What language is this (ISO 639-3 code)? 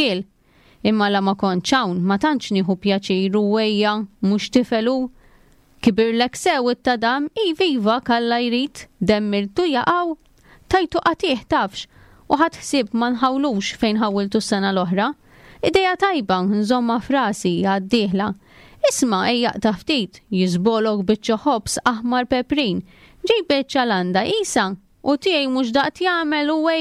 mlt